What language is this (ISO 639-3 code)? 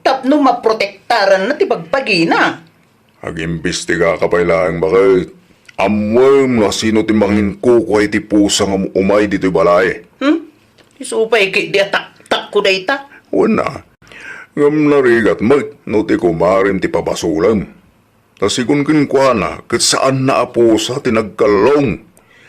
ilo